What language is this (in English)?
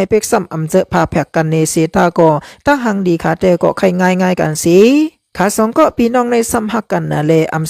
Shan